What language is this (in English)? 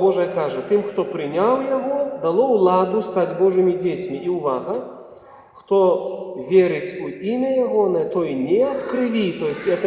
Belarusian